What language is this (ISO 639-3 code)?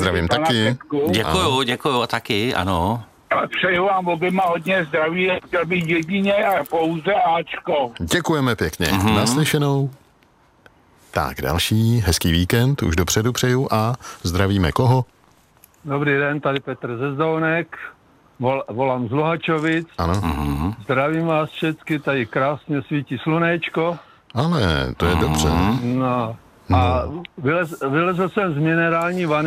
ces